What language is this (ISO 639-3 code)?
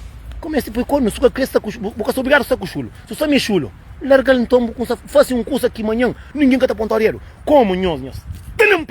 kea